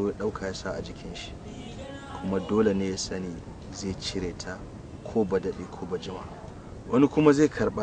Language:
Hausa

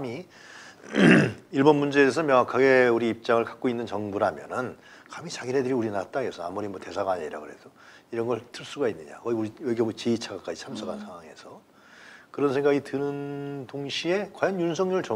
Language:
Korean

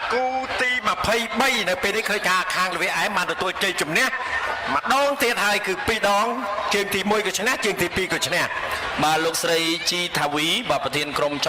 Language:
Khmer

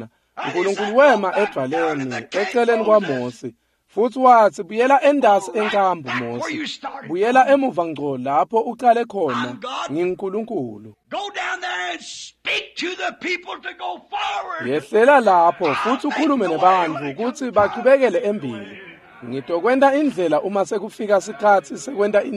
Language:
Swati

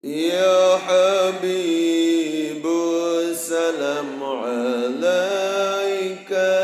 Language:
Sasak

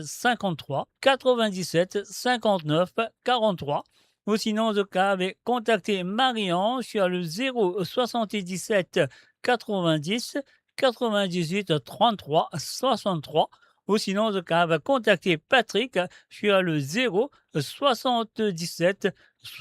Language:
Morisyen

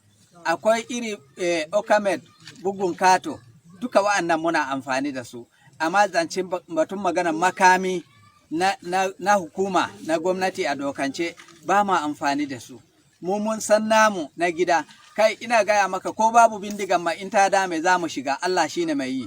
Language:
Hausa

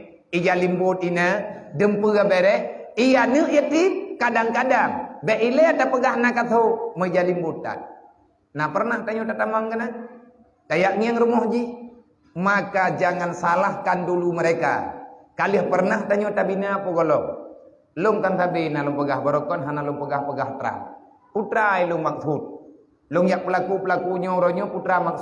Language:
Achinese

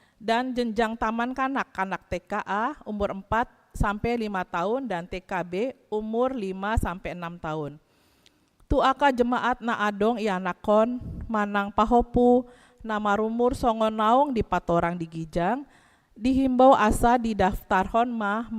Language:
Batak Toba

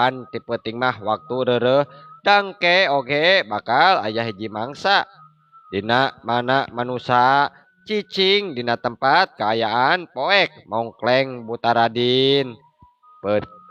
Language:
Sundanese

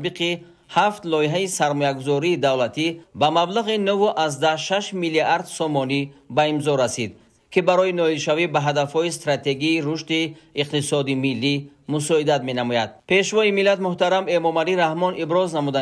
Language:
Tajik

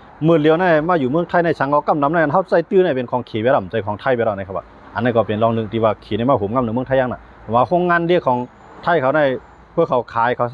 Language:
Shan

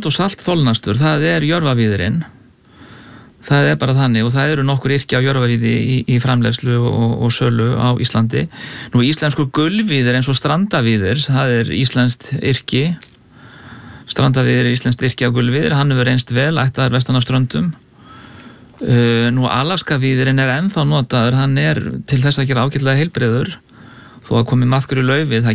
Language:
Icelandic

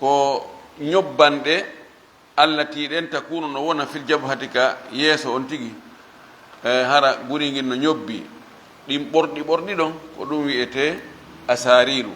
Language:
Fula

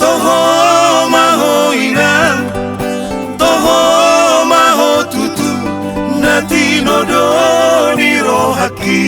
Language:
Batak Toba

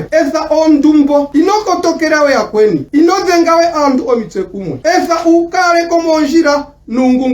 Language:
Ndonga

